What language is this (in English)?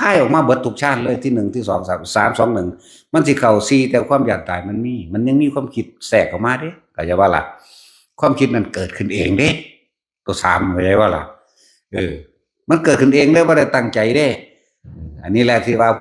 Northeastern Thai